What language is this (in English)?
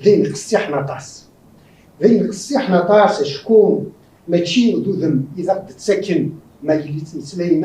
Kabyle